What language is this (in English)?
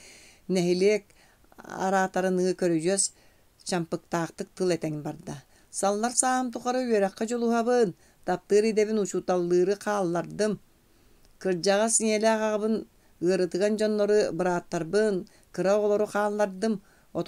Yakut